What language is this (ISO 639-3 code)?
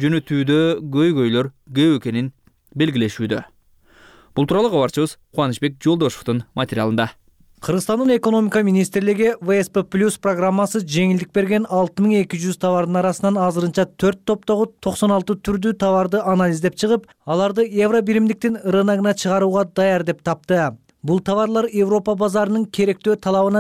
kir